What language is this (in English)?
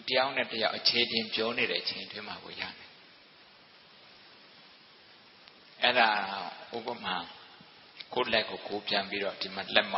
Burmese